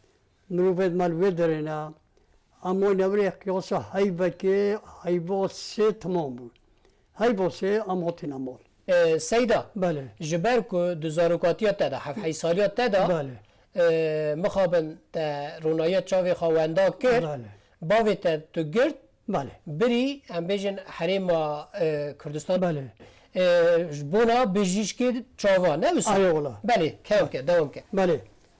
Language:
Kurdish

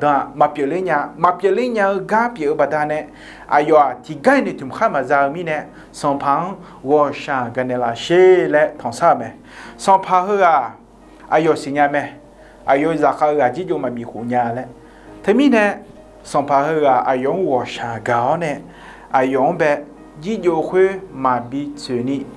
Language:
Akha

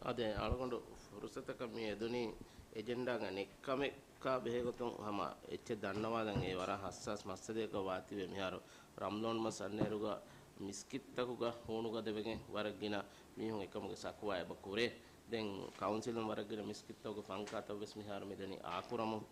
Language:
Divehi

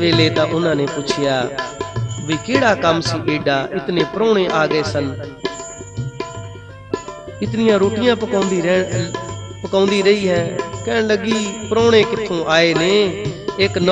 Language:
Punjabi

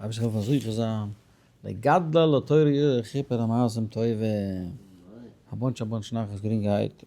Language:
Yiddish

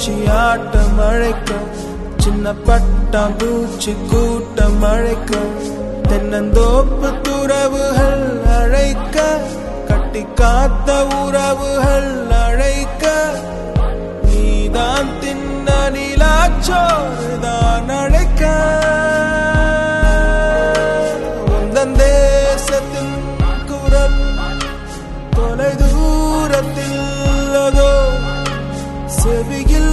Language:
Tamil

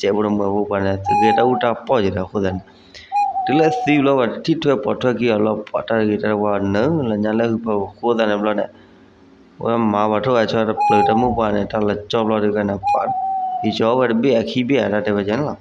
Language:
S'gaw Karen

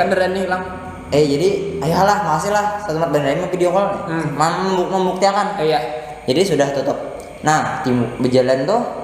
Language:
Banjar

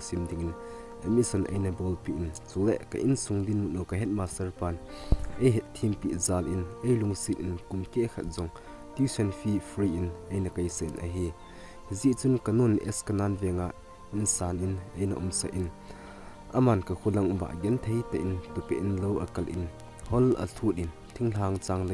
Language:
Thado Chin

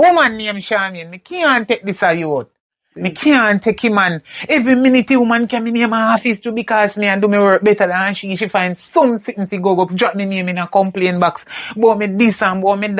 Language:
Jamaican Creole English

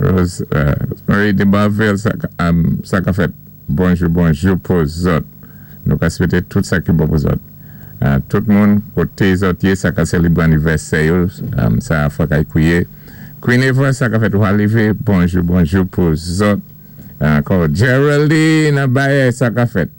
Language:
Saint Lucian Creole French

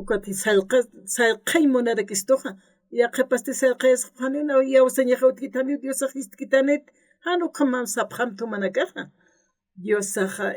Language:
Aymara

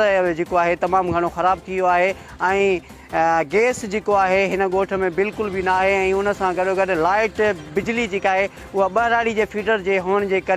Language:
Sindhi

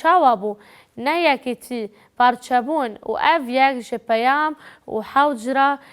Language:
Kurdish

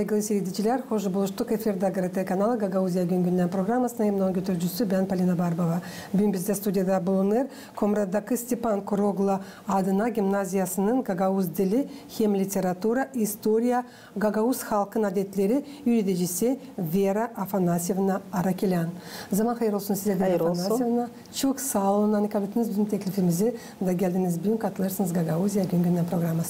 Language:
Gagauz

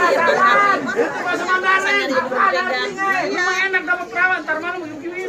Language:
Betawi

